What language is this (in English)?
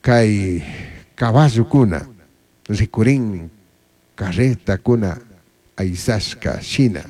Chimborazo Highland Quichua